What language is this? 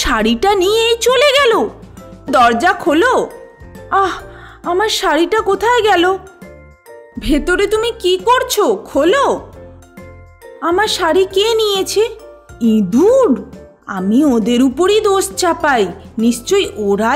Bangla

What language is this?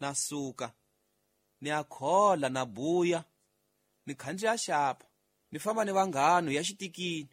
Tsonga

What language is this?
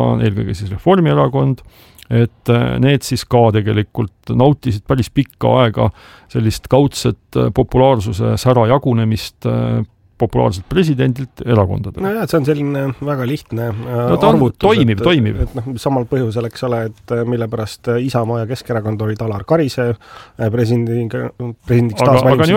Estonian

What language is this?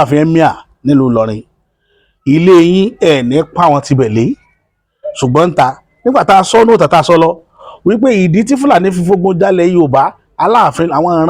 Yoruba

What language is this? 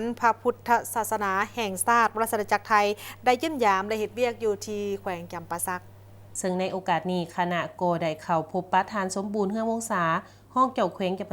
Lao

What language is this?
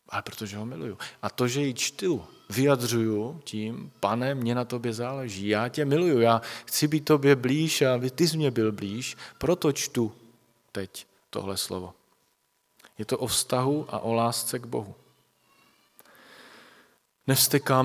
Czech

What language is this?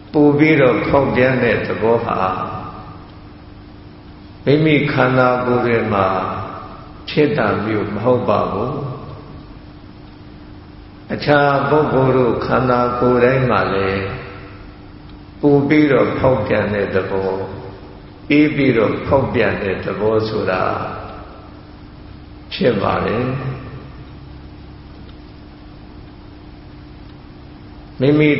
Burmese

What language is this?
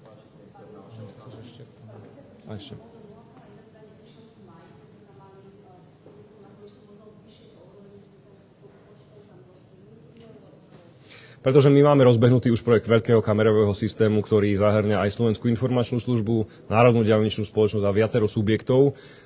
Slovak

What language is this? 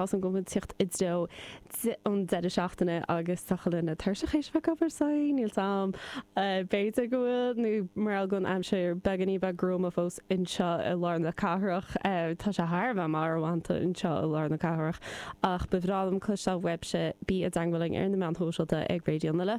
Irish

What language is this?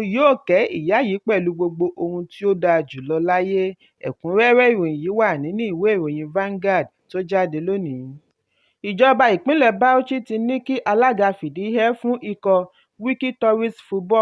Yoruba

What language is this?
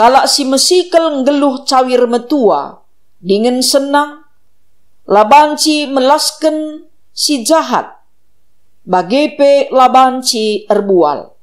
Batak Karo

